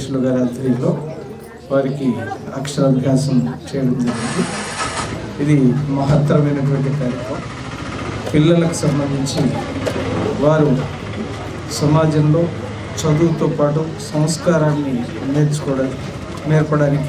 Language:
Telugu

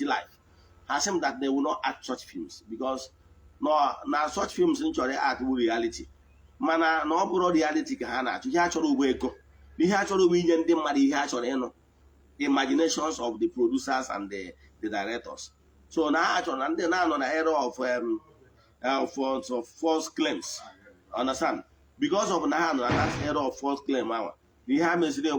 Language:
Igbo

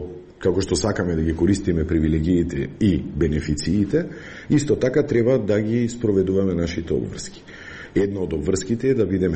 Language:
Macedonian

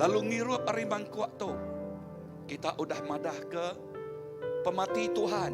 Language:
Iban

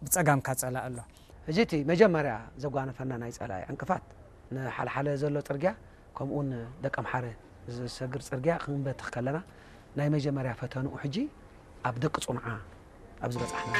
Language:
Tigrinya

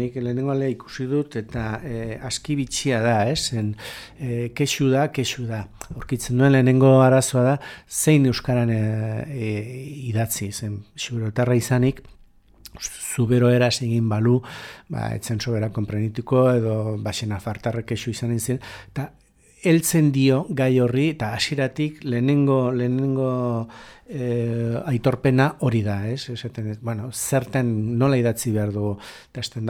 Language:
Basque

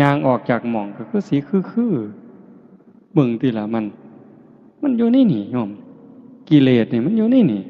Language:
Northeastern Thai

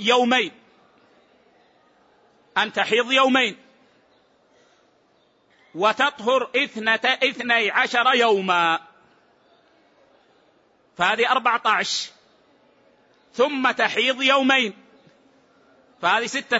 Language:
Arabic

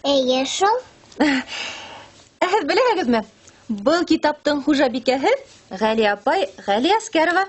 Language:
Bashkir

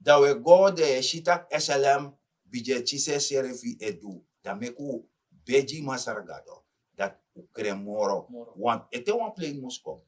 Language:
Sranan Tongo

